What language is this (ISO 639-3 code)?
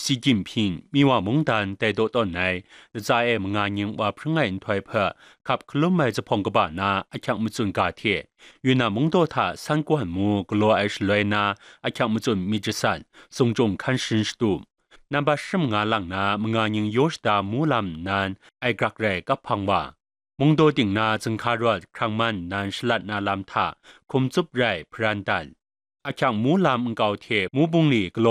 kac